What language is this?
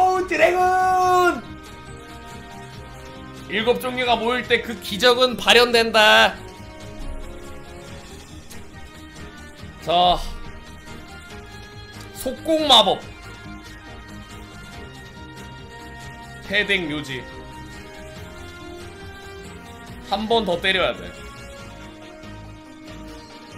Korean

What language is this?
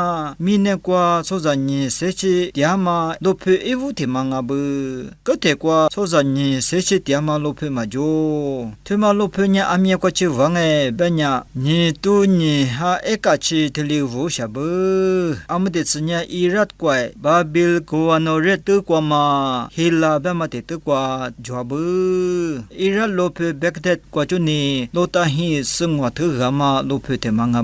Lisu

